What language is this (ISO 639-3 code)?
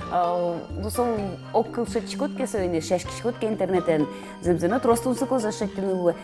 udm